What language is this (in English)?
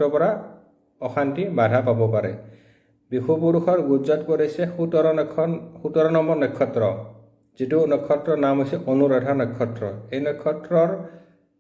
Assamese